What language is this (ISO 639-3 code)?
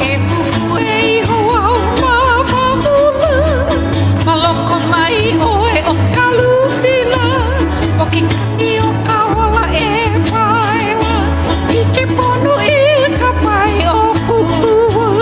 haw